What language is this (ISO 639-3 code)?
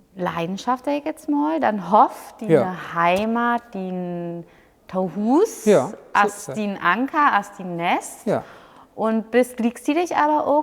nds